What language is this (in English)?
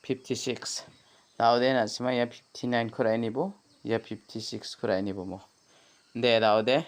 Garo